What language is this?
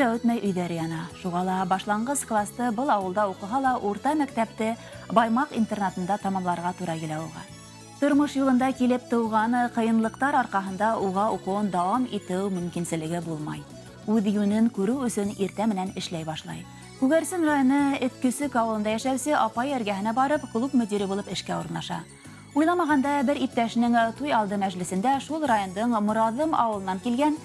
Bashkir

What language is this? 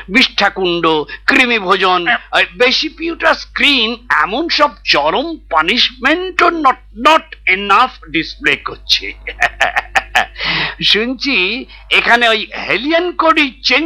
Bangla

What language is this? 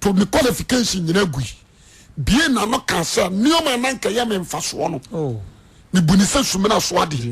Akan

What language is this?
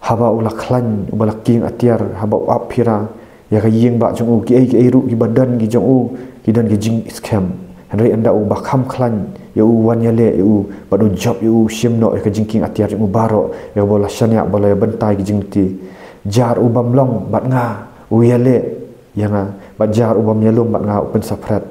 Khasi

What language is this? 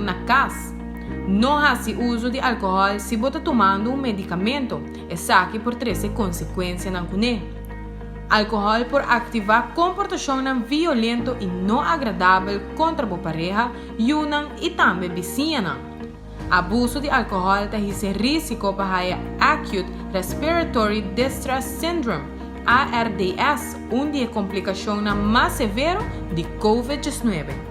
Papiamento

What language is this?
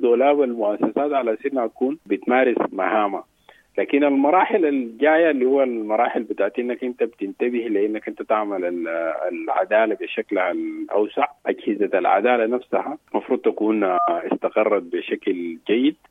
Sudanese Arabic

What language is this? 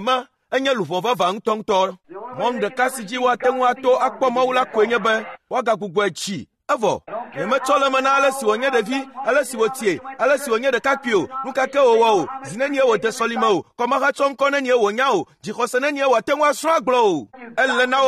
Ewe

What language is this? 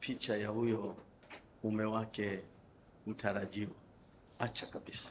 Swahili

